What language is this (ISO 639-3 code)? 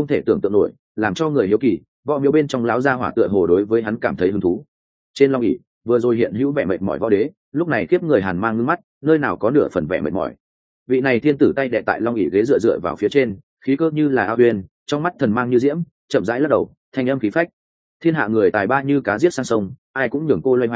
vie